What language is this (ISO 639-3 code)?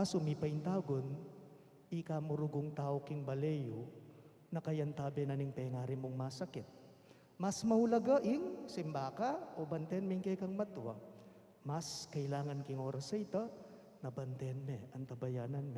pam